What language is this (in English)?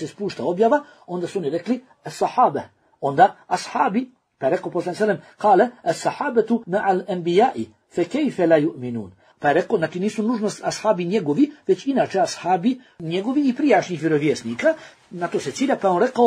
Bosnian